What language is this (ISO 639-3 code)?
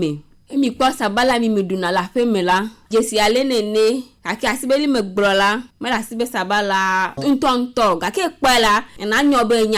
ewe